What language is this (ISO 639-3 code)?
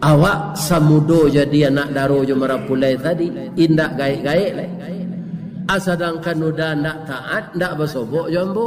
min